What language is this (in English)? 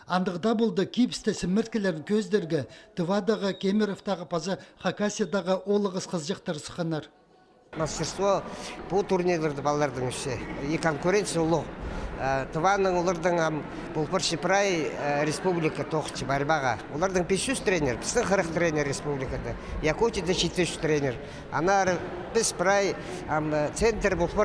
Khakas